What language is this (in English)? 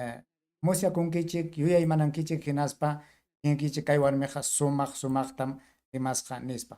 Ayacucho Quechua